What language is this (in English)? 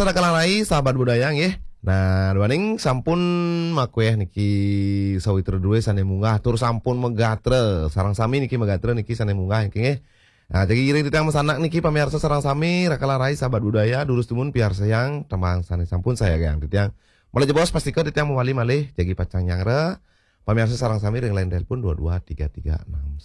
Balinese